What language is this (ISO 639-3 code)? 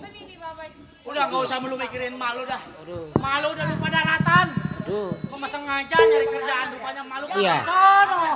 bew